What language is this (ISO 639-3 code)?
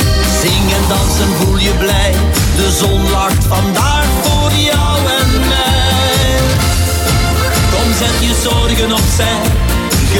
nld